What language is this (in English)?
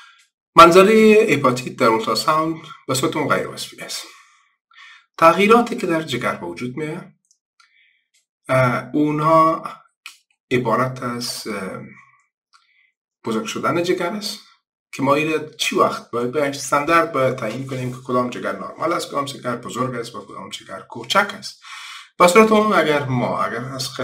Persian